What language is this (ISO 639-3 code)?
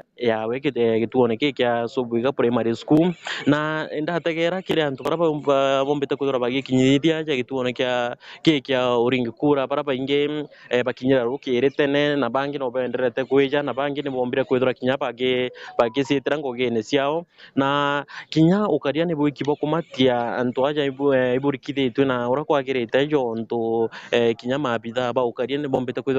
mer